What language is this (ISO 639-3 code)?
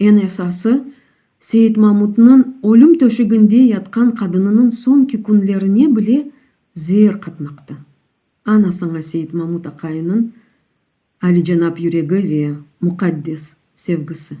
crh